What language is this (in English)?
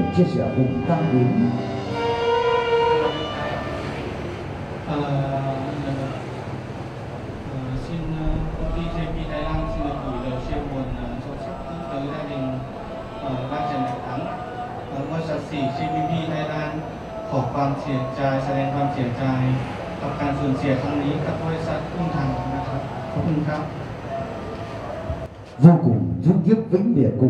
Vietnamese